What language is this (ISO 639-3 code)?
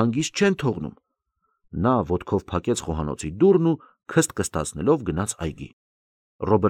hye